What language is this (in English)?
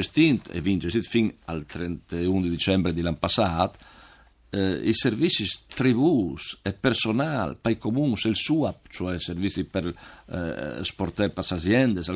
Friulian